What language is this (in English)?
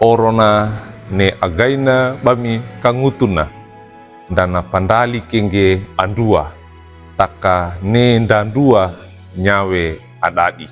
Wejewa